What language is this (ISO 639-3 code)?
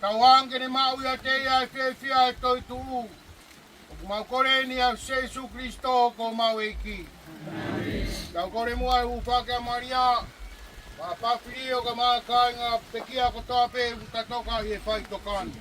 ton